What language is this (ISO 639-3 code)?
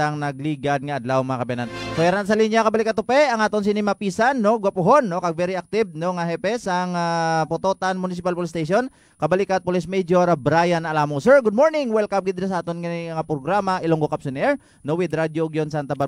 hil